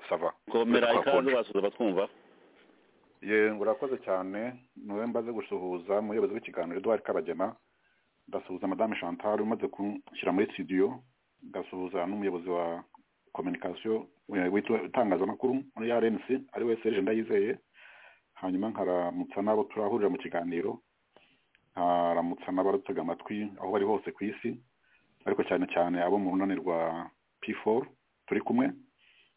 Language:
Kinyarwanda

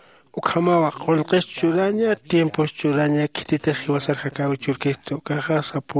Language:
Aymara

